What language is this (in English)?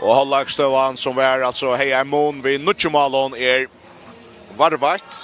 Faroese